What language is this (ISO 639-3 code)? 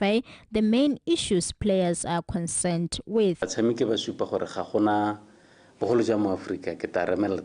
tsn